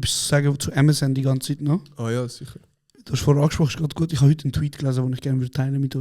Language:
Swiss German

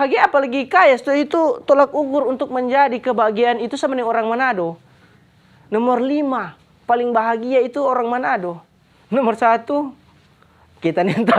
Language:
Manado Malay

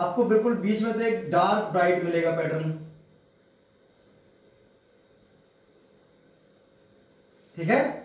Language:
Hindi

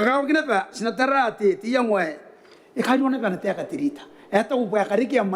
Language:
Gilbertese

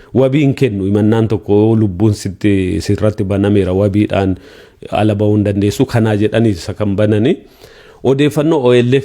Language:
Oromo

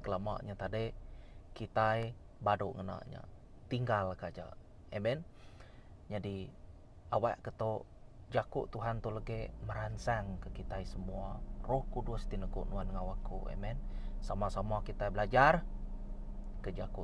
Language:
Iban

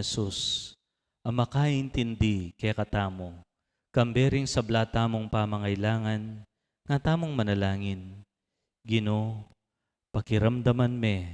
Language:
Pampanga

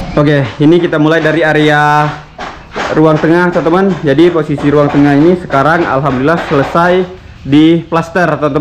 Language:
Indonesian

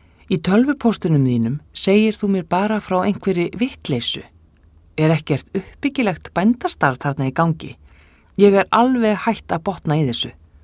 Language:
Icelandic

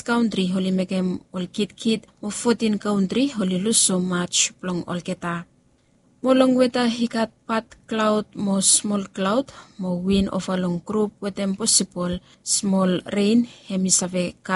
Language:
Bislama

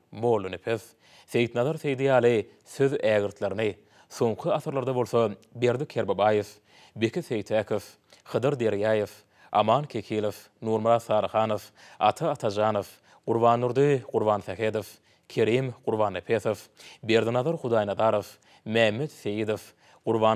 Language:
Turkmen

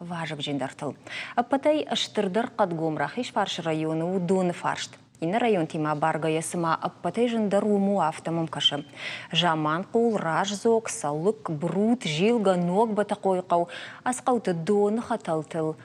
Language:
Ossetic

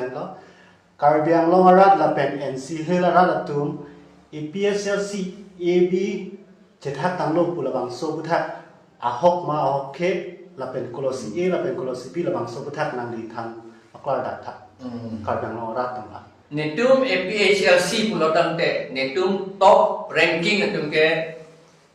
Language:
Karbi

